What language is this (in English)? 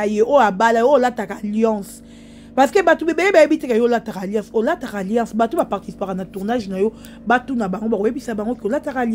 Lingala